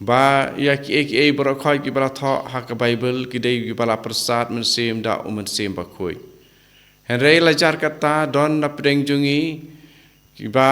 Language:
Khasi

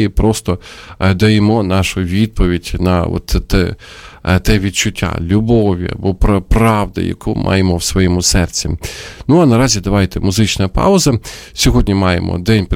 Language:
Ukrainian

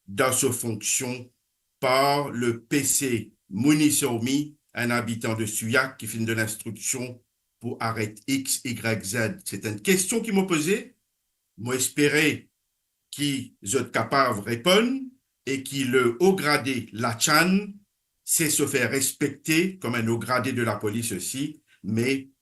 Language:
Morisyen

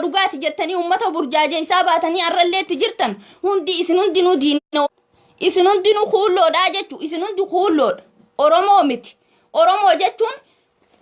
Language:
Oromo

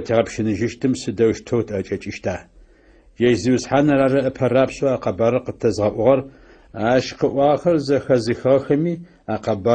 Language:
Adyghe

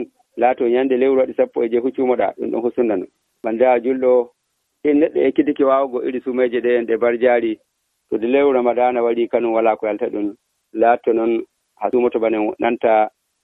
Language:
Nigerian Fulfulde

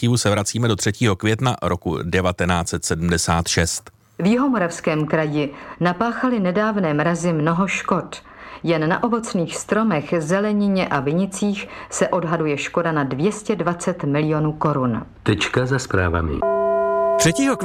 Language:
Czech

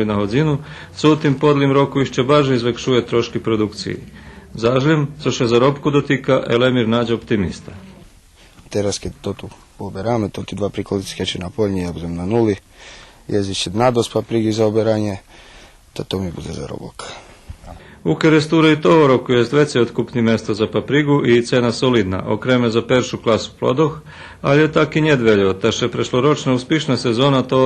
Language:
Rusyn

